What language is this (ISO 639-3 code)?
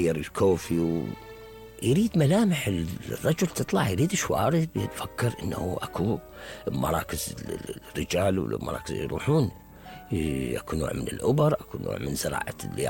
acm